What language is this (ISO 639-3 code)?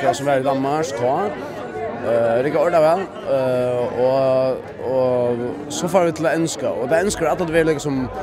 fao